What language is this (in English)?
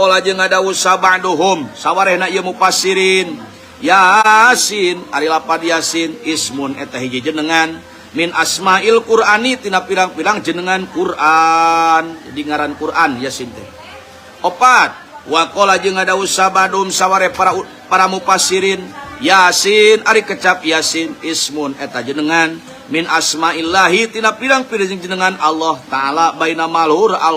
Sundanese